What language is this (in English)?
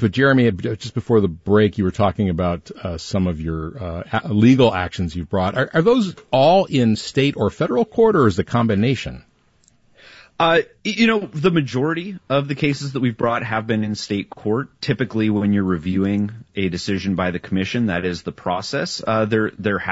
English